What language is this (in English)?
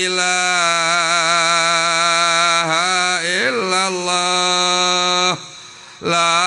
Sundanese